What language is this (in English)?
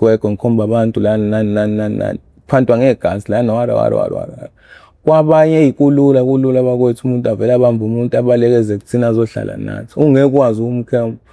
Zulu